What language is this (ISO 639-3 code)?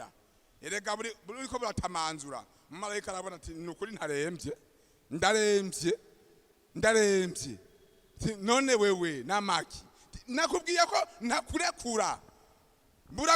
run